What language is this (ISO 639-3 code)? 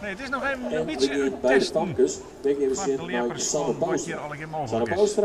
fry